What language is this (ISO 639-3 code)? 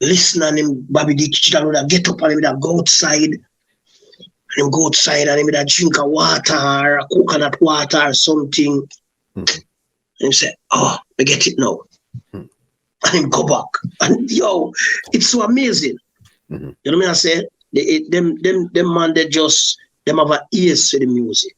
jam